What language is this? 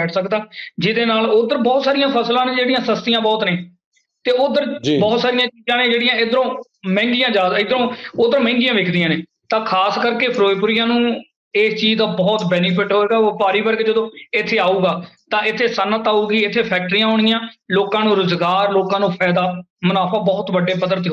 Punjabi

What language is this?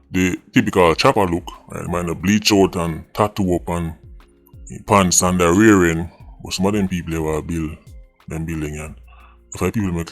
Jamaican Creole English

